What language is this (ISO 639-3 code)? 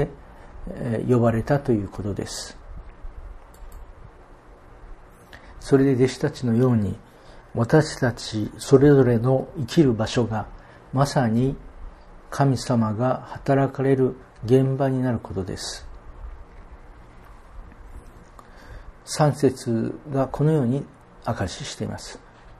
jpn